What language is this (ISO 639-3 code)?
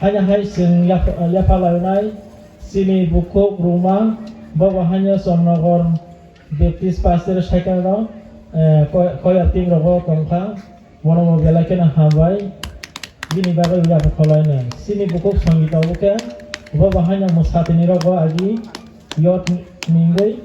trp